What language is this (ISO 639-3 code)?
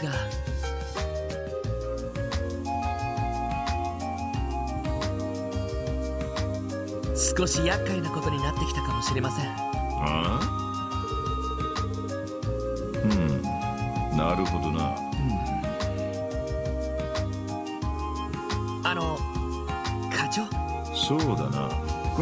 jpn